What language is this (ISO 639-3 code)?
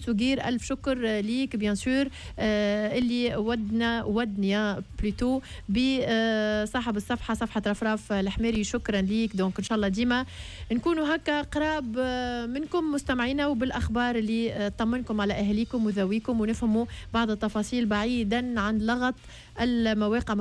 aeb